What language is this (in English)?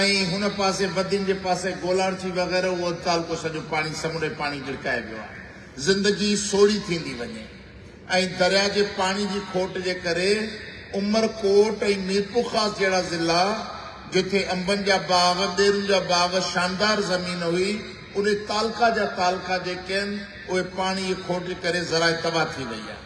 Sindhi